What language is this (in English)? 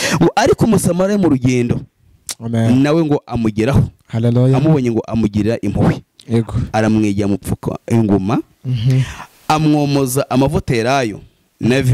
Kinyarwanda